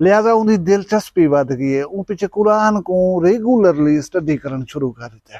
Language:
Saraiki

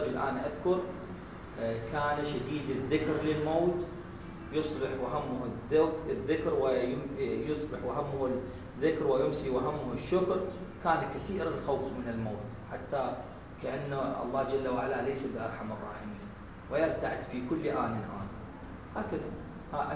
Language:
Arabic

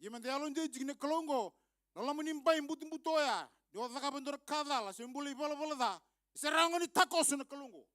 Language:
Fijian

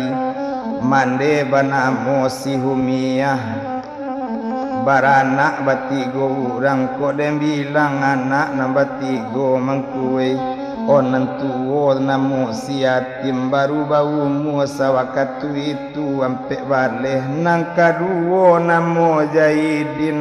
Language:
Minangkabau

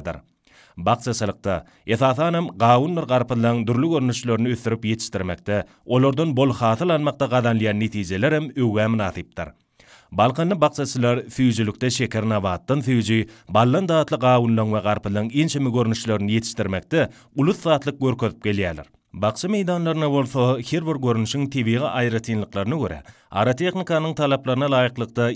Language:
Turkmen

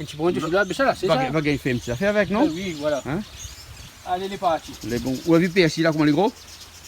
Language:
Réunion Creole French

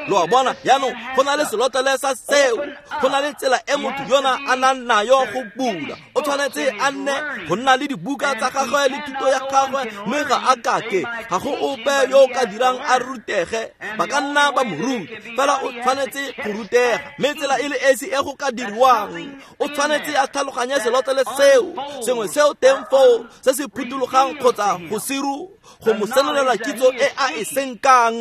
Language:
Tswana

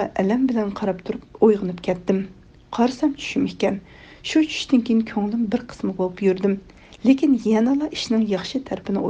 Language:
Uyghur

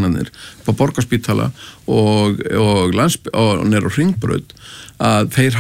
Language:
Icelandic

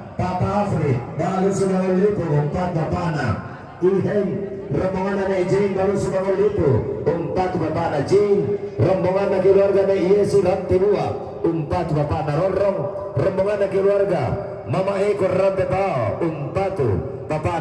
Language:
Toraja-Sa'dan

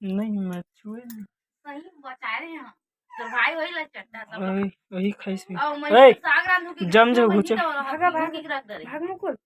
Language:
Chhattisgarhi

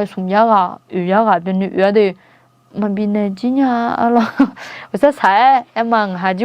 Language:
Akha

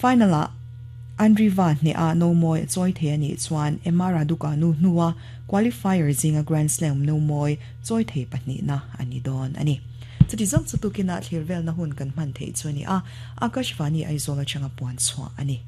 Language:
Mizo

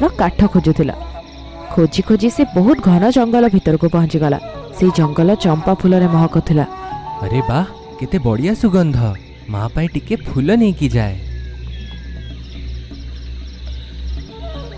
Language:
Odia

